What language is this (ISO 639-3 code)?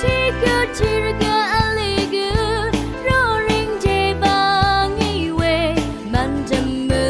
raw